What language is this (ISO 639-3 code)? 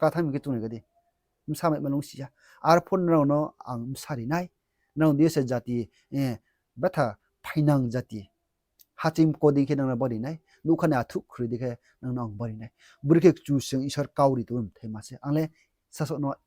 ria